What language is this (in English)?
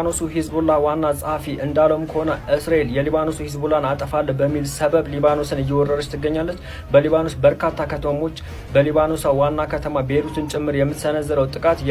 Amharic